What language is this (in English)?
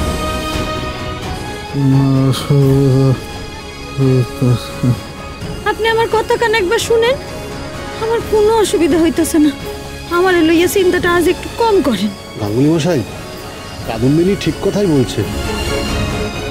Bangla